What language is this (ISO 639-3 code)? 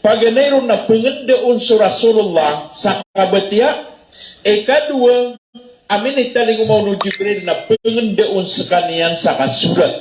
mrw